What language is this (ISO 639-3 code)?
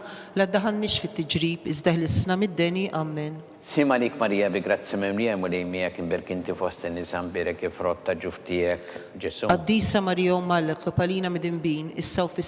mlt